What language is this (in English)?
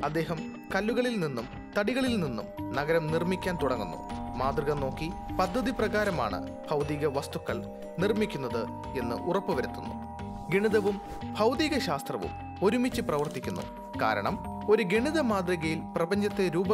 Malayalam